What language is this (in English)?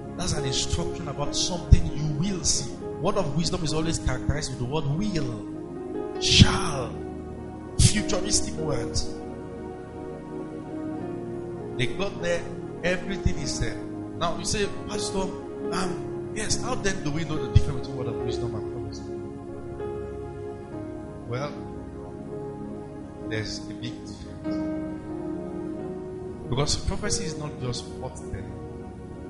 English